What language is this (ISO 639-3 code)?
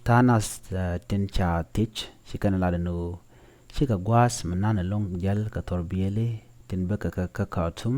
nus